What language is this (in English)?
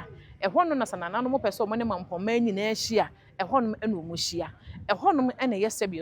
Akan